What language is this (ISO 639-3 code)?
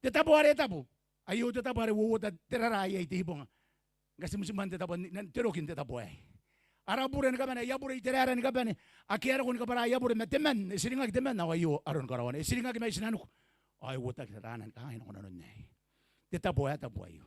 gil